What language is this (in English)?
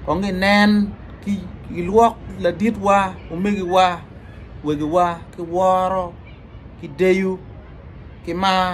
Acoli